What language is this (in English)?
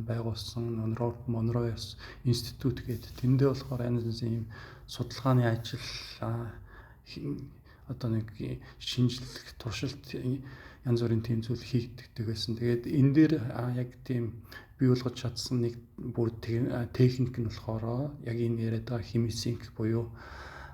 Mongolian